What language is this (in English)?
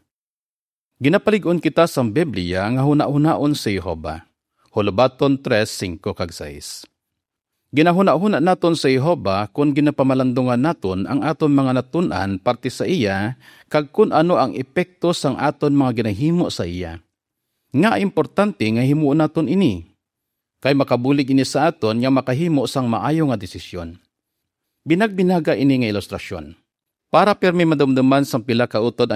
Hiligaynon